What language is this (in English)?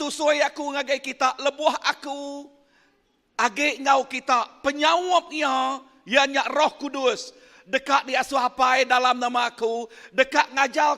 Iban